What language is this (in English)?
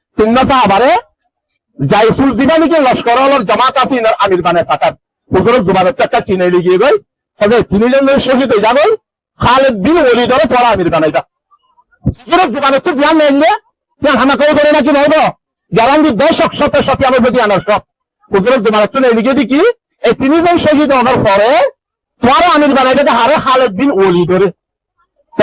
Rohingya